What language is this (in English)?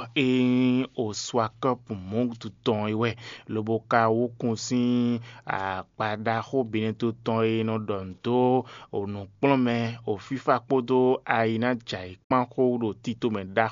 Fon